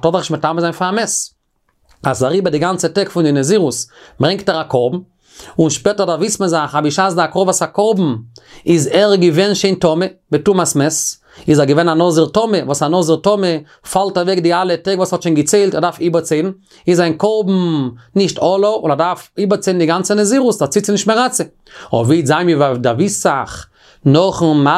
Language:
Yiddish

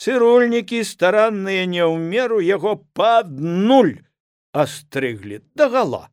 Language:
Belarusian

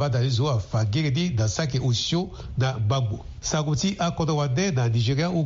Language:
Sango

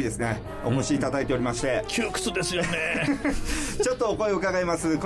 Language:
Japanese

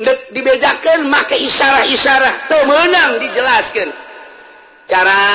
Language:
Sundanese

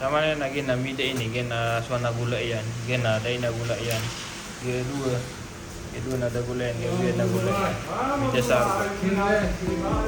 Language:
Maranao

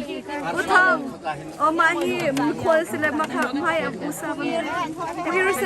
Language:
Hakha Chin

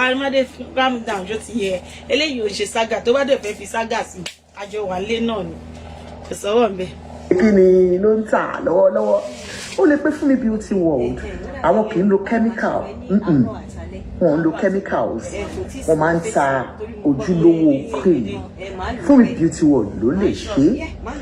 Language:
Yoruba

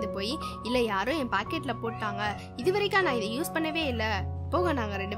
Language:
Tamil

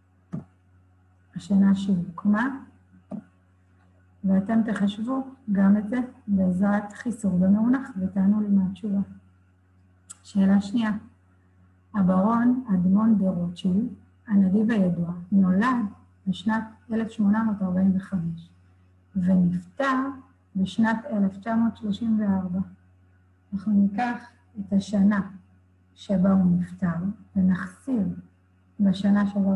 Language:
Hebrew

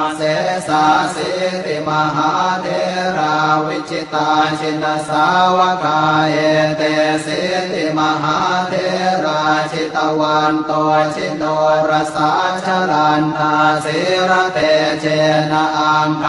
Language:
Pali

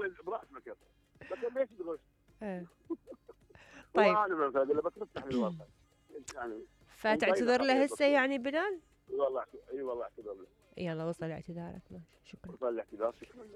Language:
Mesopotamian Arabic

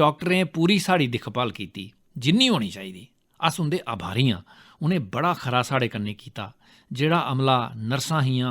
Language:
Dogri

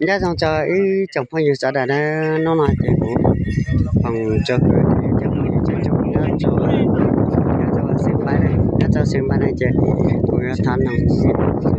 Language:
Hmong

